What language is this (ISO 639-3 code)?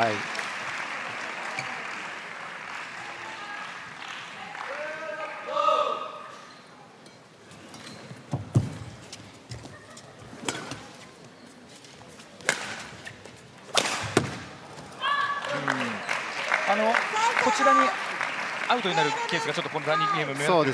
jpn